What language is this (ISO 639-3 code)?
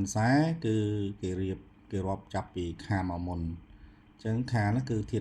khm